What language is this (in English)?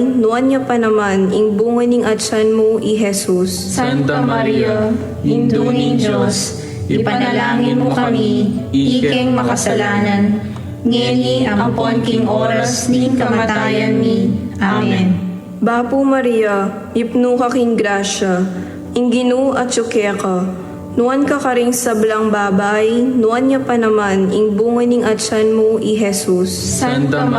Pampanga